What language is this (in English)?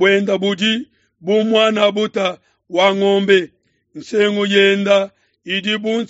Luba-Lulua